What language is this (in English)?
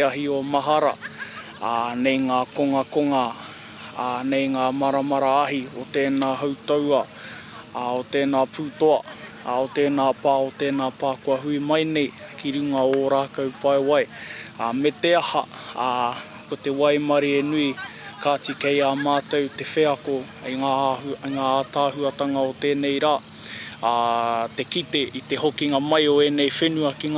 Māori